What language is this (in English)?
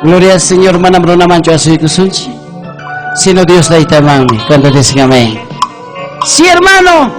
Ayacucho Quechua